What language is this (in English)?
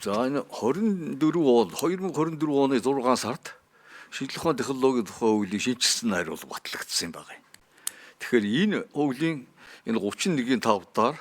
Mongolian